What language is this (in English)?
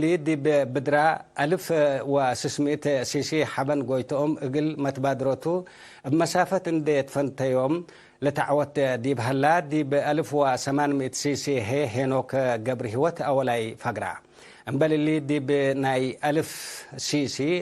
Tigre